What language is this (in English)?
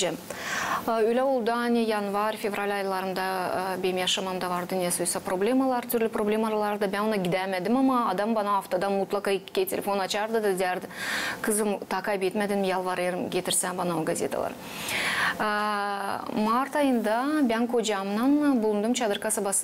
Gagauz